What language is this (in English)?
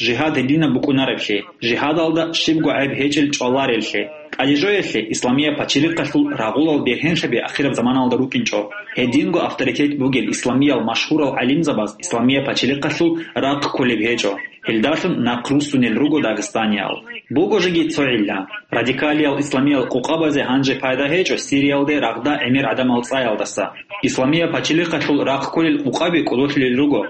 Avaric